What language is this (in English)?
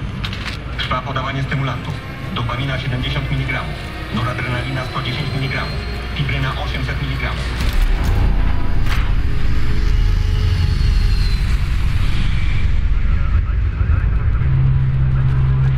Polish